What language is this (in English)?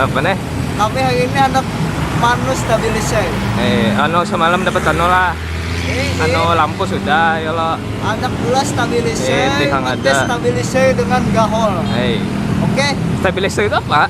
Banjar